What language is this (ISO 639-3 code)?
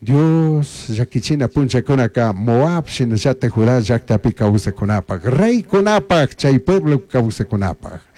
qug